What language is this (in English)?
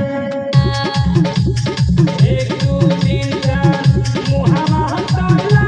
Bhojpuri